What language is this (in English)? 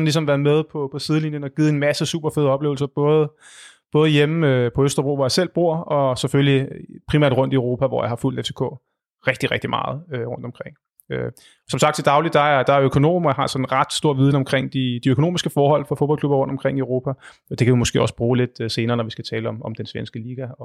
Danish